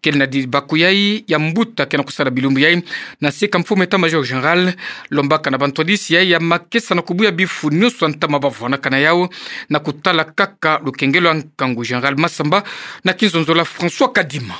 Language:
Kituba (Democratic Republic of Congo)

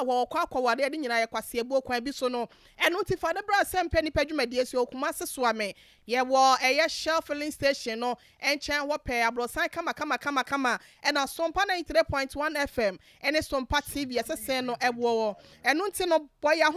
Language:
Akan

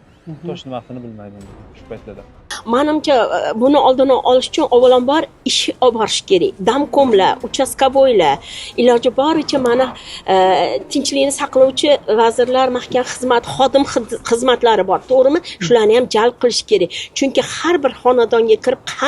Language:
Uzbek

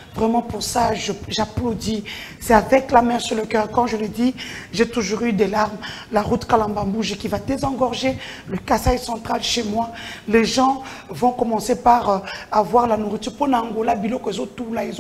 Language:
French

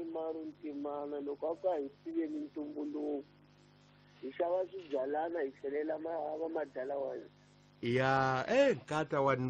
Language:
Tsonga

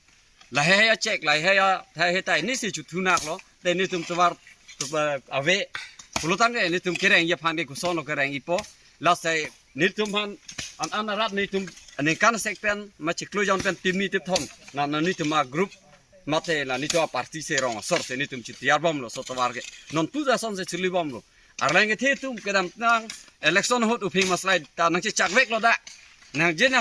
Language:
Karbi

